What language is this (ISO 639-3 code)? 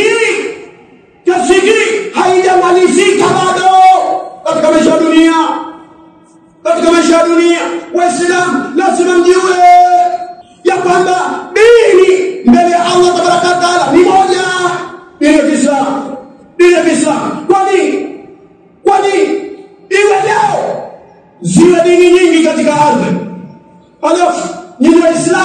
swa